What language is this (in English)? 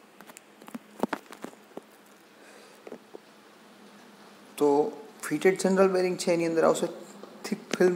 Gujarati